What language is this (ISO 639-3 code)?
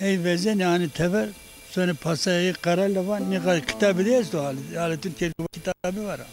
zza